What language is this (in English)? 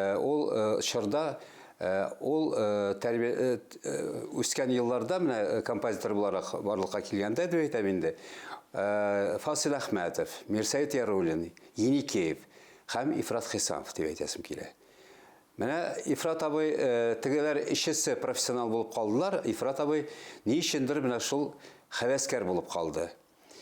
Tatar